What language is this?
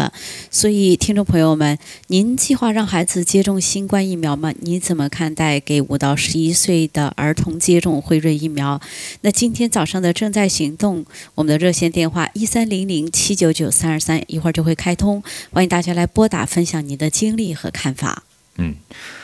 Chinese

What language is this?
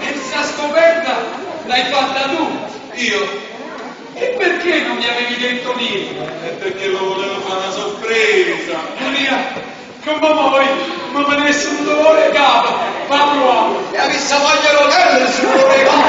Neapolitan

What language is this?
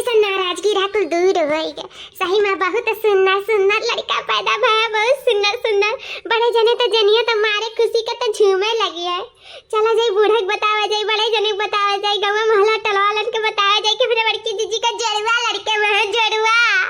Awadhi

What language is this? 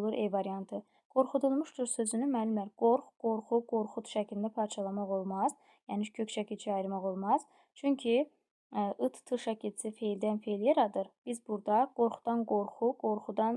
Azerbaijani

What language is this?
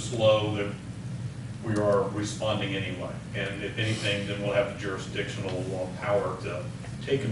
English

